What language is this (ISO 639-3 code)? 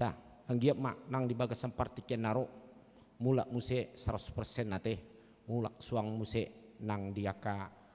bbc